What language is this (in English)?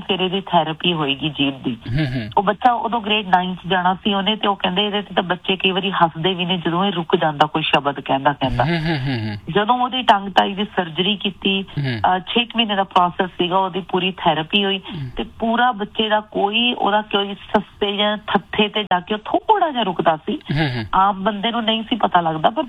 Punjabi